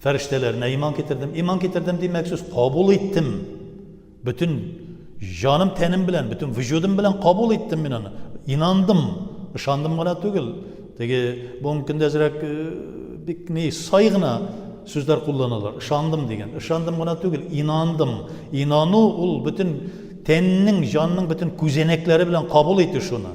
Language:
Tatar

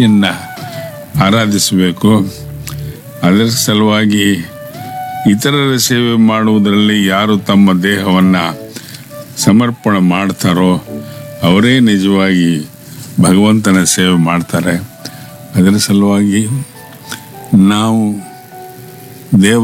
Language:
Kannada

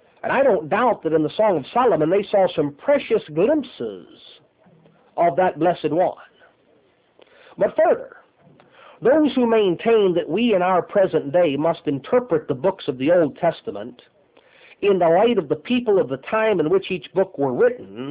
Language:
English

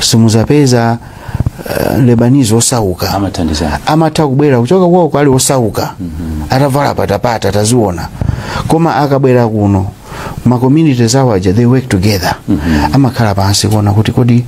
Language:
Nyanja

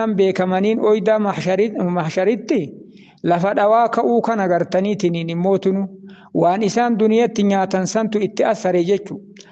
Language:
Oromo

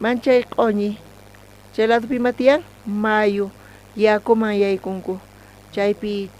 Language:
South Bolivian Quechua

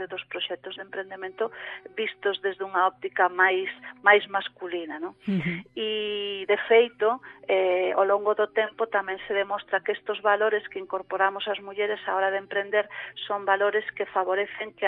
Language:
Galician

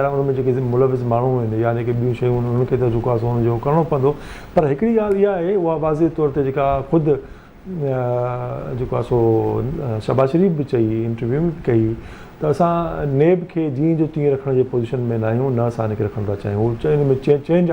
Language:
Sindhi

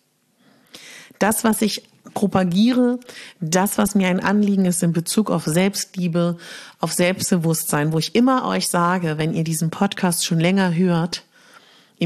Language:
German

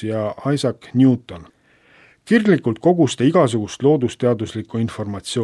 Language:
Estonian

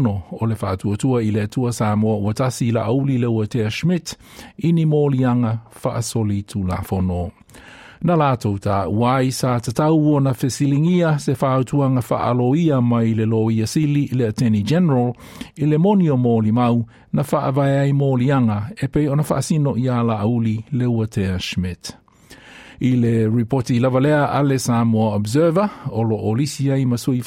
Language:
Samoan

